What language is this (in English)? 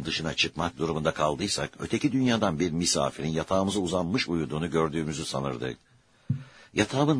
Turkish